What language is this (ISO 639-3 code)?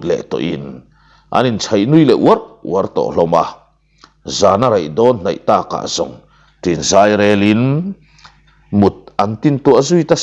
lus